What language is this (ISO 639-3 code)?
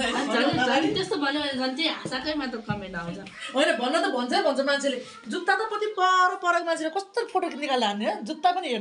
nep